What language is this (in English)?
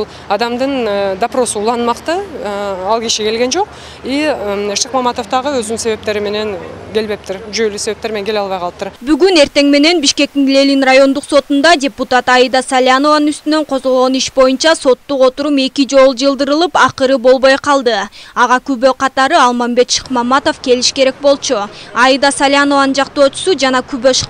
Kyrgyz